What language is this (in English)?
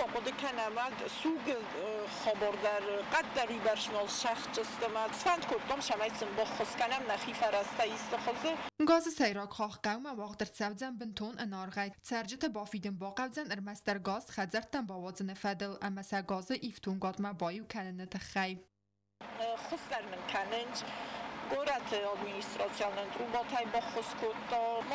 Ossetic